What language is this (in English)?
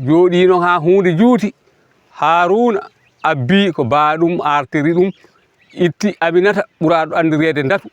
Fula